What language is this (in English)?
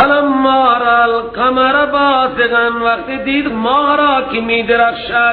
Persian